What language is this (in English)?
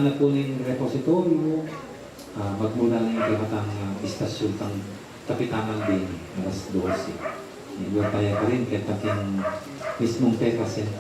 Pampanga